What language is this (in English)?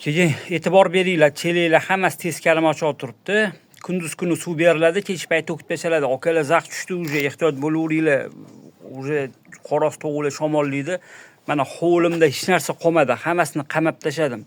Uzbek